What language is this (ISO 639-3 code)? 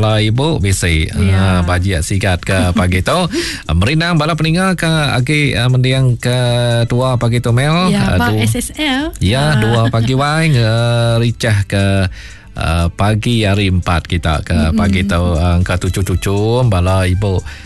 iba